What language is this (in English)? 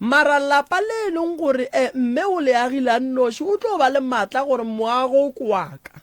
Northern Sotho